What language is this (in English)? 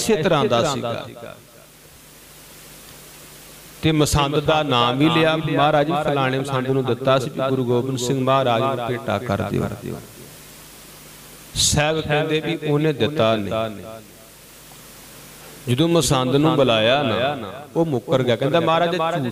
Punjabi